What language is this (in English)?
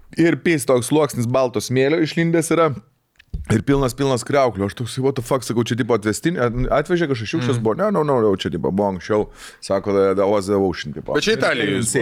Lithuanian